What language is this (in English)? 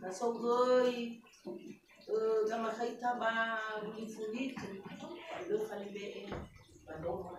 Nias